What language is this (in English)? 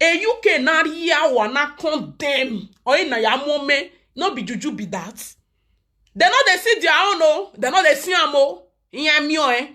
Nigerian Pidgin